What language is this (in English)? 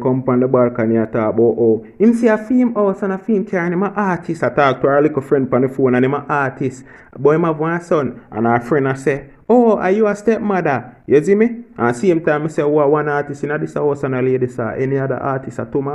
Jamaican Creole English